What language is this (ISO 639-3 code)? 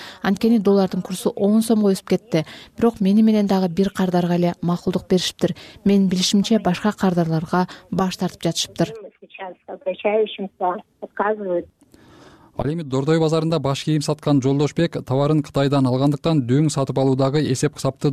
kir